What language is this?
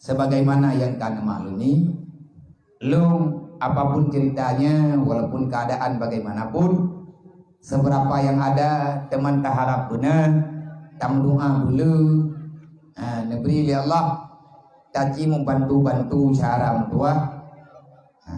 Achinese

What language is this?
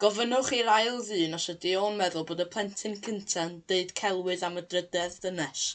Welsh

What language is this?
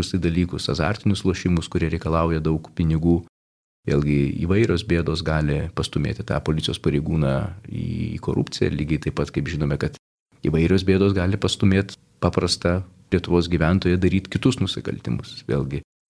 Lithuanian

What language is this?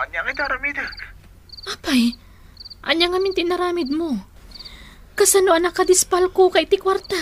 Iloko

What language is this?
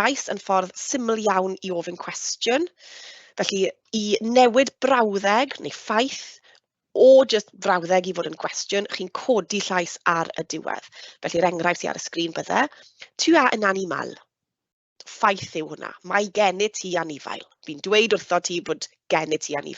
Welsh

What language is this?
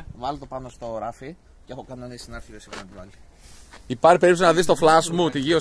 Greek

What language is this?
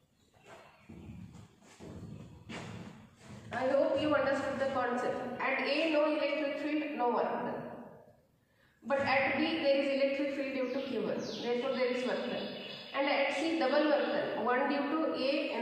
English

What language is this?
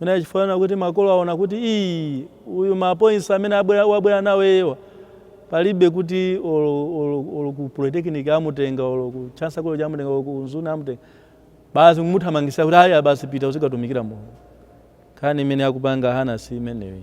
Nyanja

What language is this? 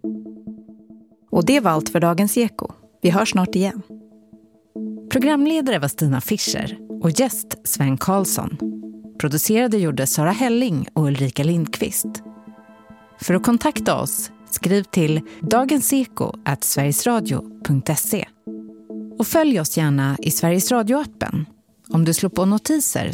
Swedish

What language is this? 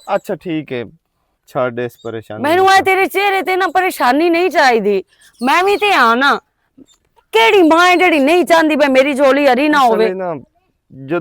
Western Panjabi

